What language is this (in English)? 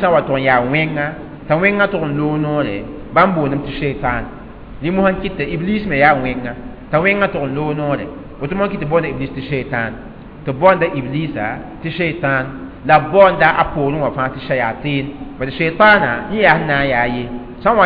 Mossi